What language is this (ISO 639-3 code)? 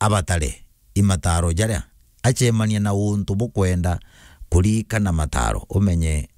mer